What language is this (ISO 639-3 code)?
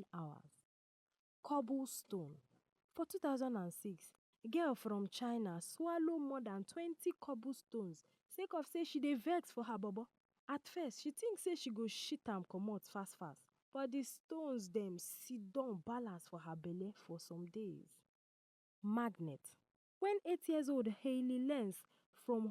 pcm